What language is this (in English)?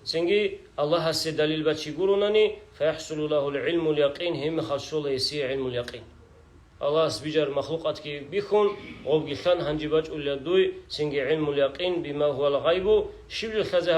Avaric